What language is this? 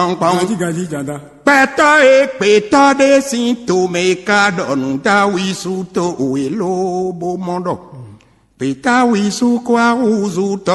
Fon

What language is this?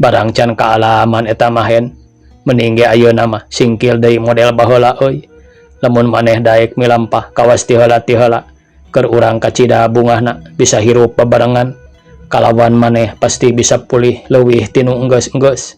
Sundanese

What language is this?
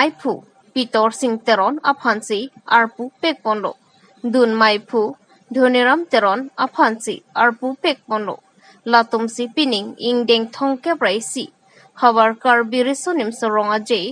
Karbi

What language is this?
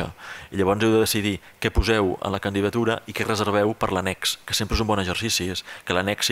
Catalan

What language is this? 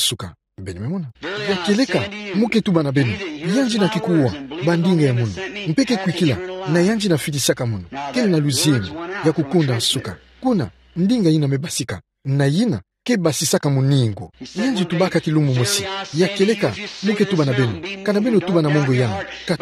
Kituba (Democratic Republic of Congo)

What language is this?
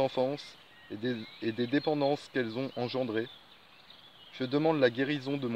French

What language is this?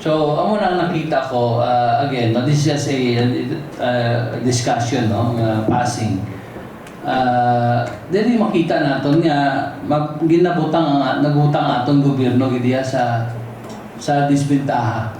Hiligaynon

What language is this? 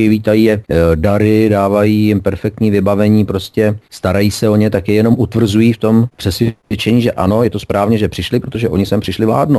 Czech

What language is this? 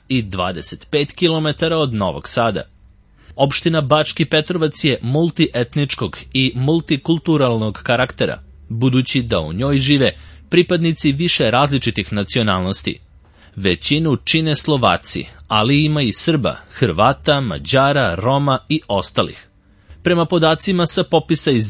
Serbian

